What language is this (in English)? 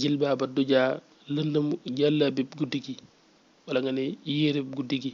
Wolof